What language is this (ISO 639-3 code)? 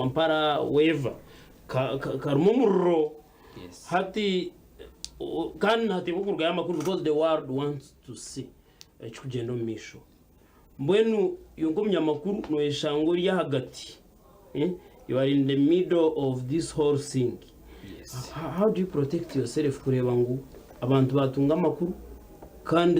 nyn